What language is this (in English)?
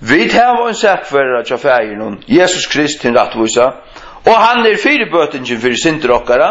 Faroese